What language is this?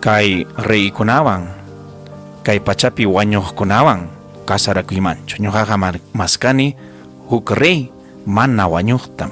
Ayacucho Quechua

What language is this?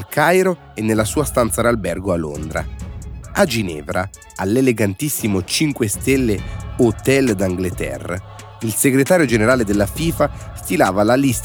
Italian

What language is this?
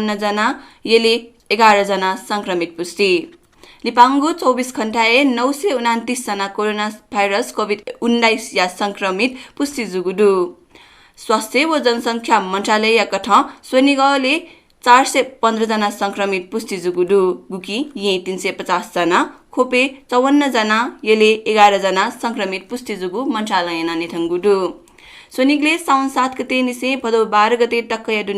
Newari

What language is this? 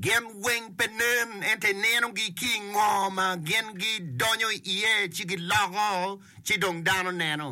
Acoli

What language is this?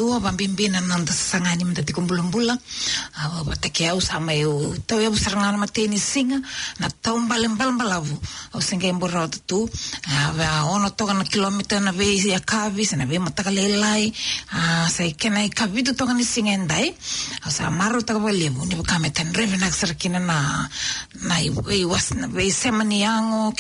Fijian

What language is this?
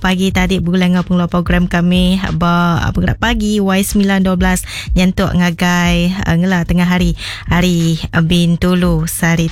Iban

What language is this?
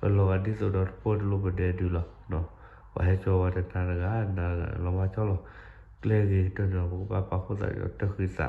S'gaw Karen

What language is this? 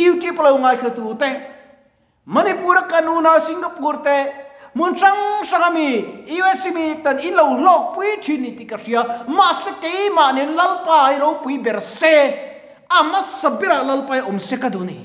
Mizo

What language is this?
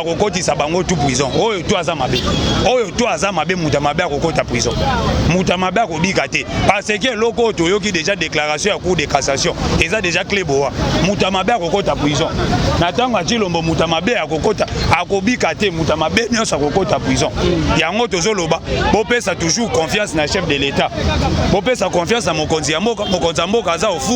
Lingala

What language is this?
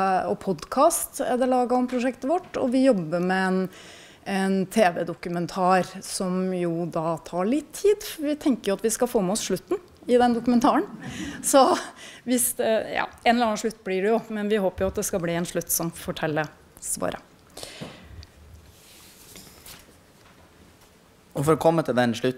Norwegian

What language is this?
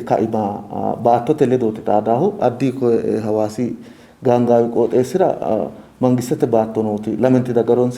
Sidamo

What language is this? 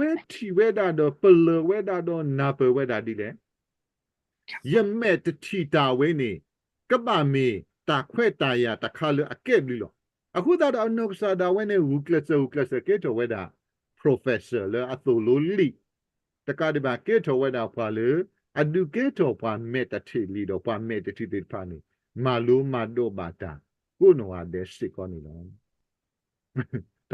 S'gaw Karen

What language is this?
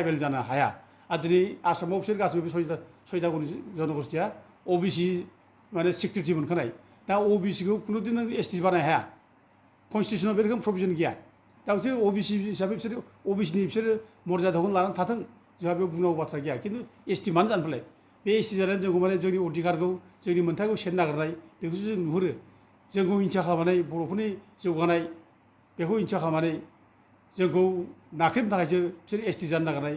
Bodo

